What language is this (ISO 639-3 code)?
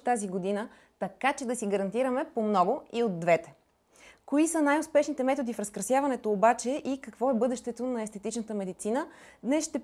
bul